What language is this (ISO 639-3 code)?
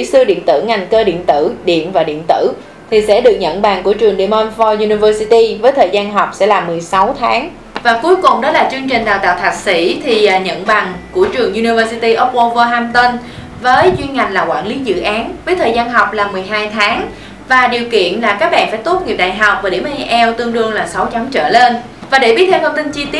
vie